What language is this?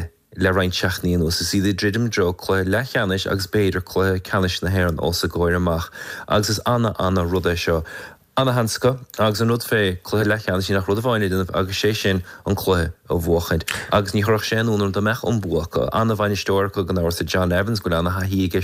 Irish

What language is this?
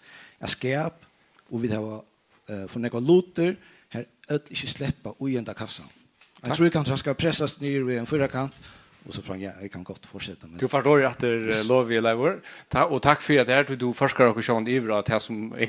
Faroese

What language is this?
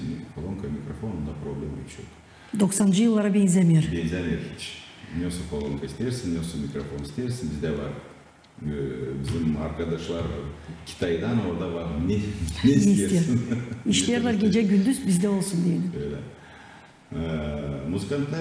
Gagauz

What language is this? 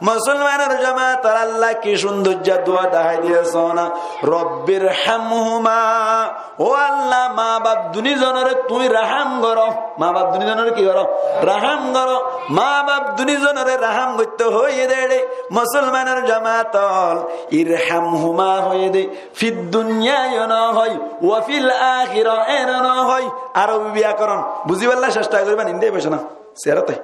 Rohingya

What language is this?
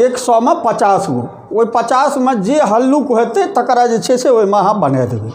Maithili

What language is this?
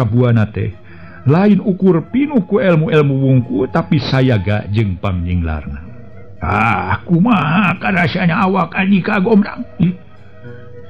Sundanese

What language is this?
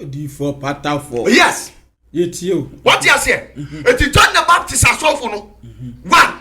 Akan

